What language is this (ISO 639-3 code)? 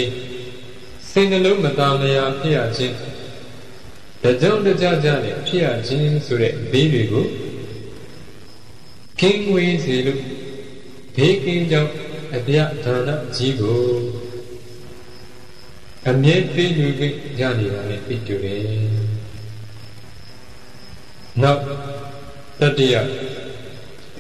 mya